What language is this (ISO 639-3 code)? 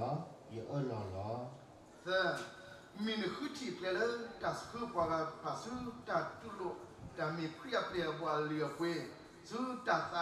ksw